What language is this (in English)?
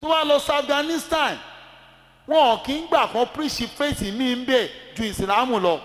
Yoruba